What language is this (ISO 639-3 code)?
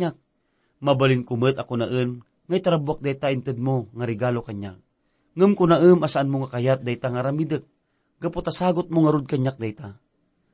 ilo